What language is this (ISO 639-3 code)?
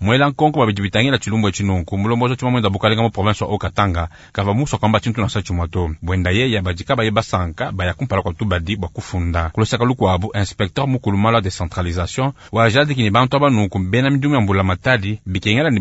lua